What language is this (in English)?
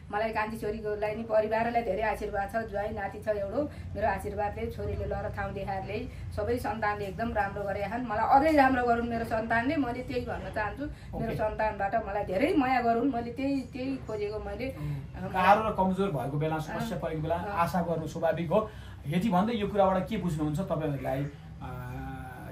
Nepali